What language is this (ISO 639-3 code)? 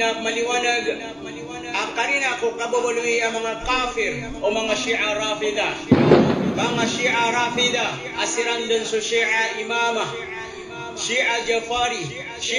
mrw